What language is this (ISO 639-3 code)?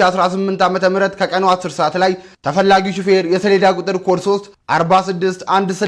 amh